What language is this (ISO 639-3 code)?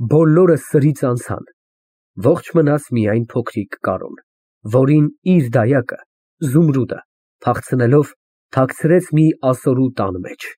hye